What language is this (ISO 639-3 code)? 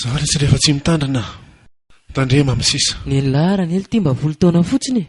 mlg